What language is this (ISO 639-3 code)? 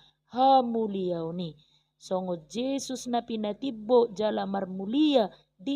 bbc